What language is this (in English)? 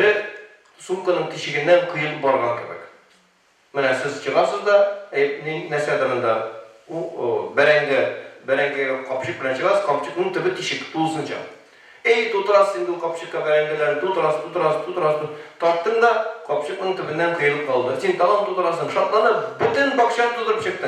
Tatar